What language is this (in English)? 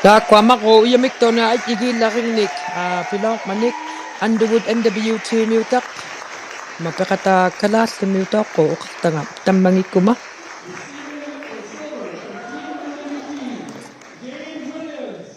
Inuktitut